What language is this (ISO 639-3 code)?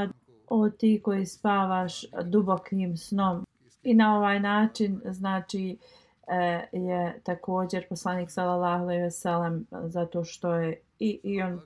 bos